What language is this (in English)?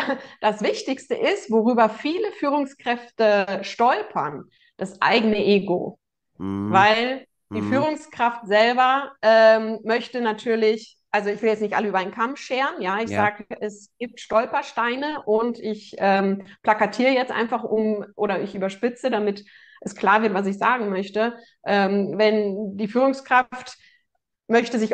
German